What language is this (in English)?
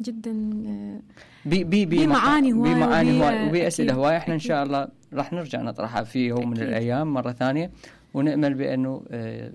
Mesopotamian Arabic